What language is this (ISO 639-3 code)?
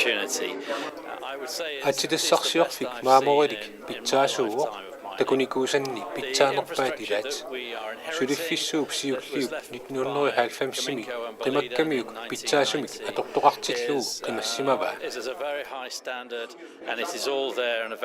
kal